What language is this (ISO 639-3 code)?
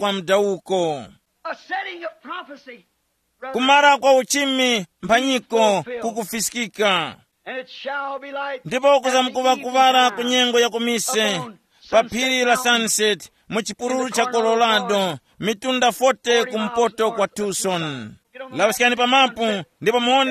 tum